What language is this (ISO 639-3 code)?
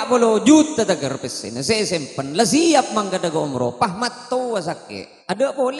mad